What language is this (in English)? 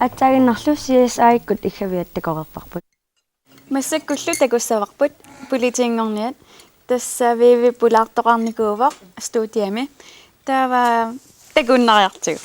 Kalaallisut